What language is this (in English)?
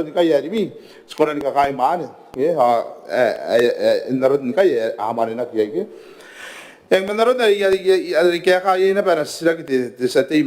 Gilbertese